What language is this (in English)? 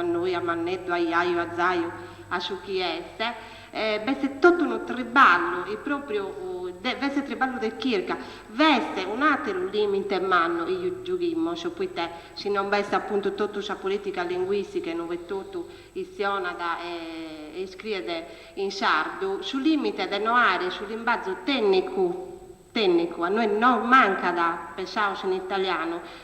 Sardinian